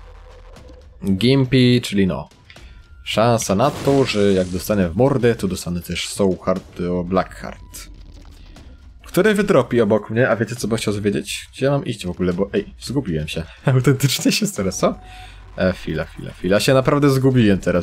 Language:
Polish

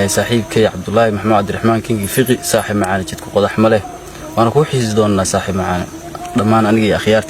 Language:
Somali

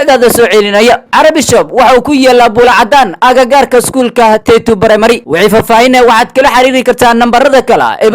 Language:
Somali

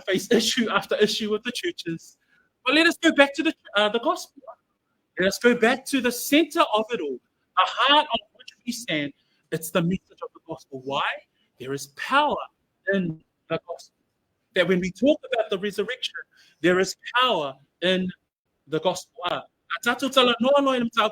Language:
Samoan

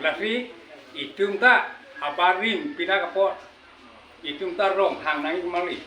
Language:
Karbi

